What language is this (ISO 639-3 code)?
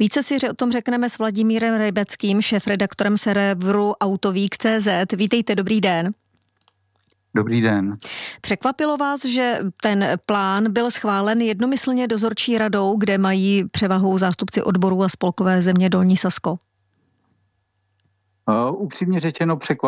ces